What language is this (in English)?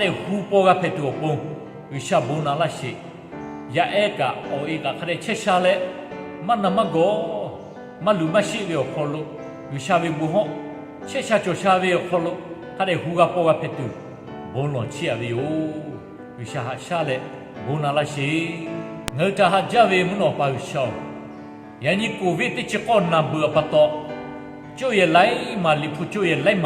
Lahu